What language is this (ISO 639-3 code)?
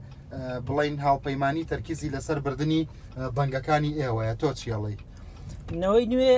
ckb